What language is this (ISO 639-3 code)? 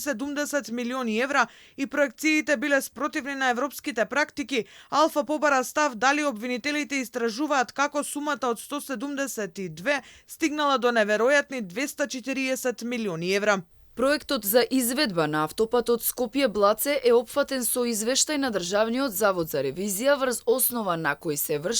mkd